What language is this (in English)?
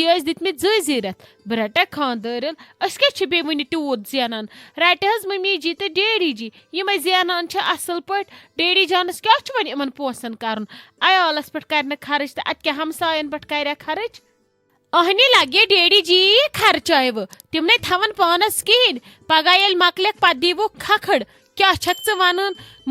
Kashmiri